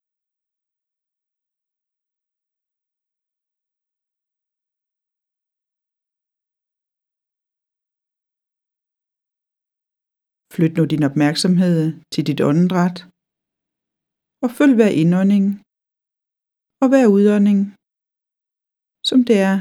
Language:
Danish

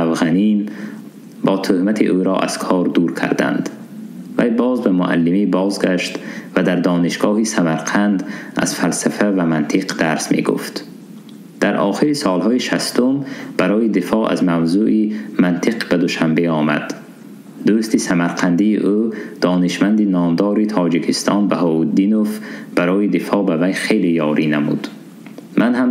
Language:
Tajik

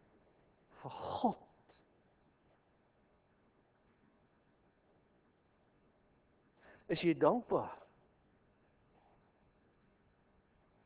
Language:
Afrikaans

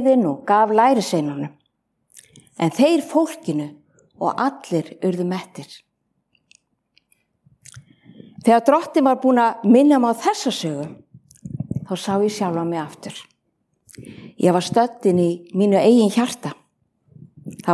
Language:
Icelandic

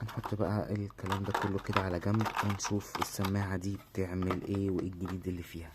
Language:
Egyptian Arabic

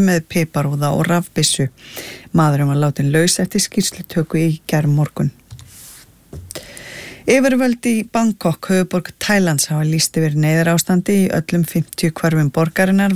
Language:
Icelandic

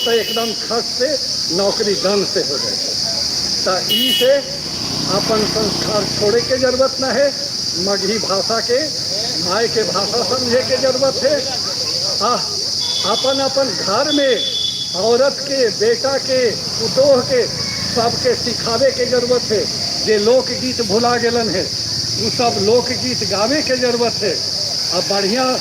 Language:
Magahi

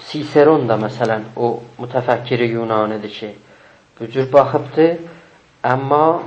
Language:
South Azerbaijani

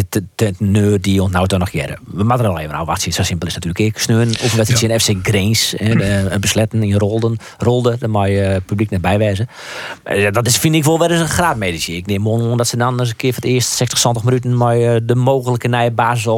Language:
Western Frisian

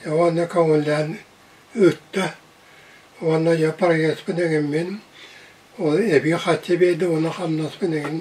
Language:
Yakut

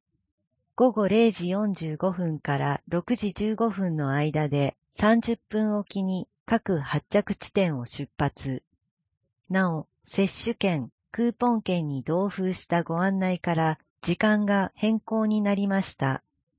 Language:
Japanese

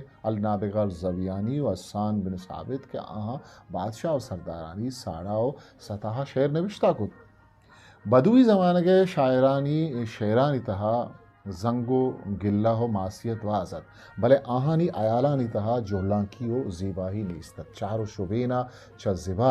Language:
Eastern Balochi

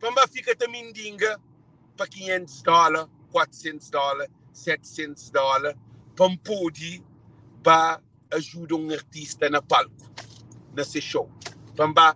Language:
Kabuverdianu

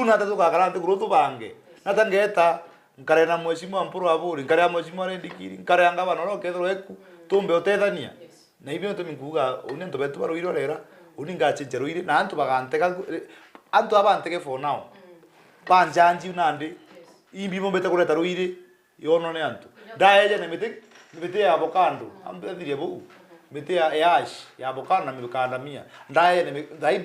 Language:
Meru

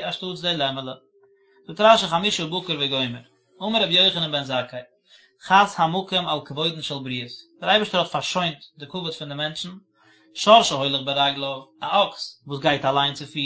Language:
Yiddish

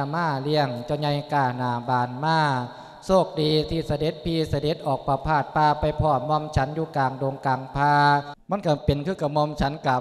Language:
Lao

